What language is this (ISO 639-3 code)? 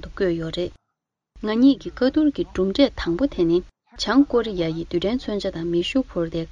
bod